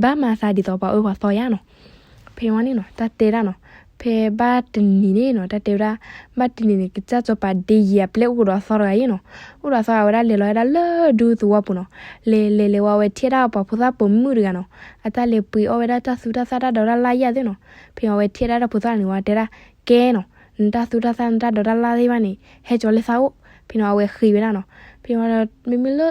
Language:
S'gaw Karen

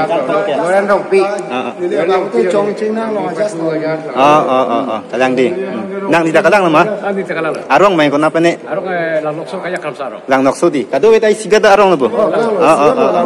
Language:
Karbi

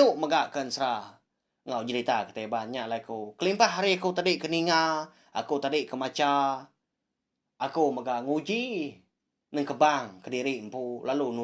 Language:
Iban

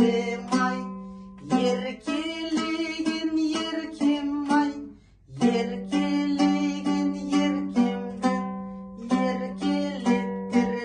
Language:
Kazakh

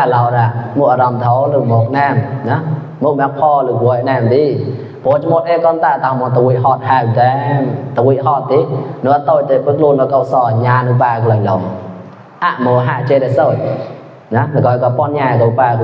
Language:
Mon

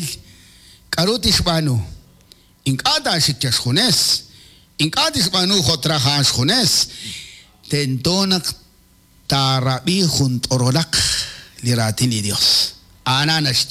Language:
Kekchí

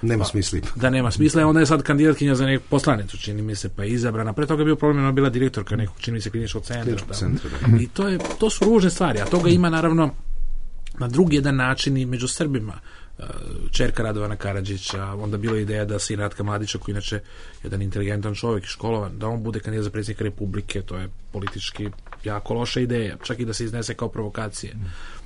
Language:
Bosnian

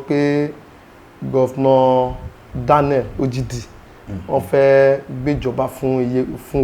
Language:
Yoruba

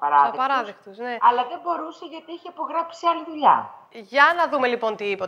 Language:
Greek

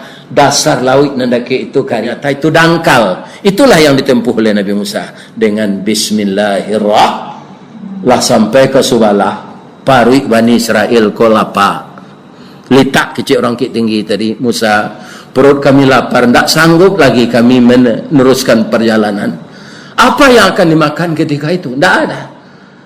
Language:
Minangkabau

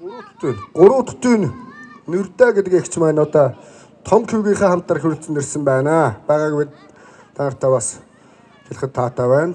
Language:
Mongolian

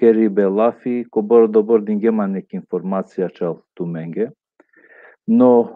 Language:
Balkan Romani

